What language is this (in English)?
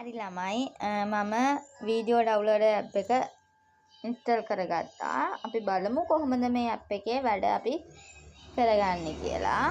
Sinhala